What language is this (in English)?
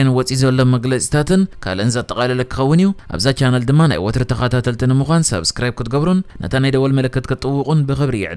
Tigrinya